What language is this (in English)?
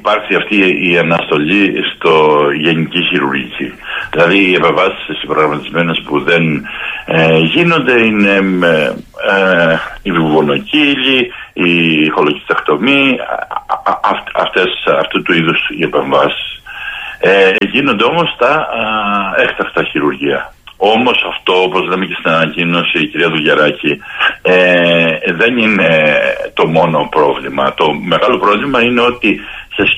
Greek